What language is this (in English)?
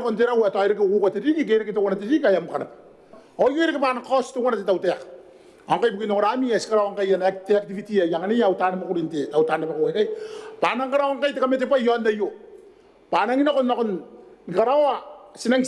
Gilbertese